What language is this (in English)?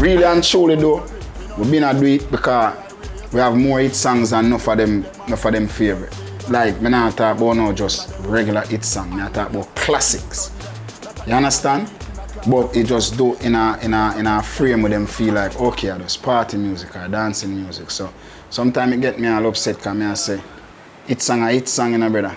Jamaican Creole English